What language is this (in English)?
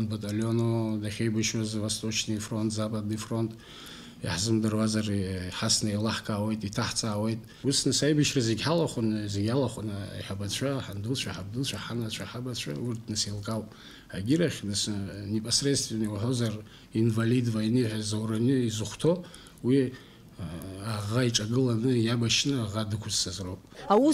Abkhazian